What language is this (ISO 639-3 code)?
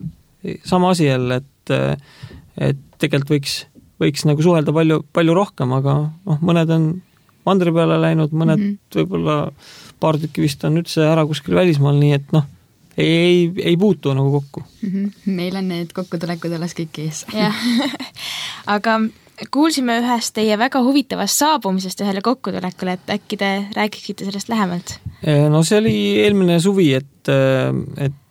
est